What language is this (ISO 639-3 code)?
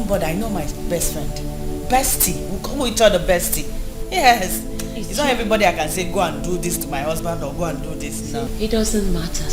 pcm